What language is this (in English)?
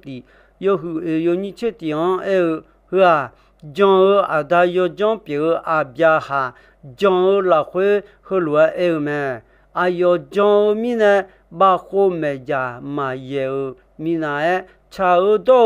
Akha